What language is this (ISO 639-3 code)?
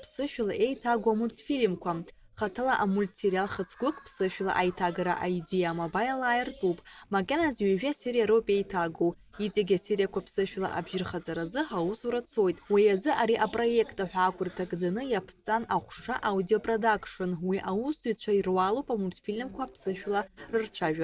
abk